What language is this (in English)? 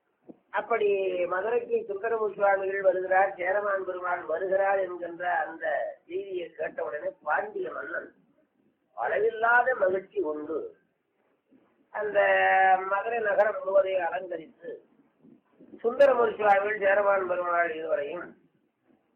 Tamil